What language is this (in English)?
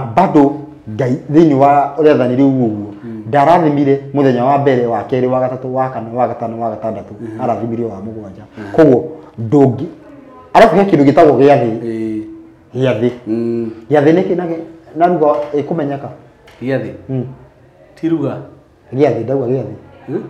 Kikuyu